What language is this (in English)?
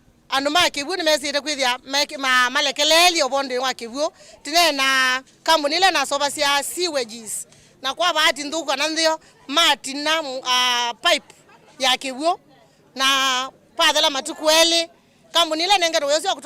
Kamba